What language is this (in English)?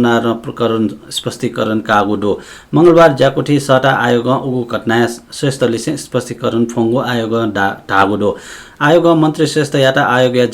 Newari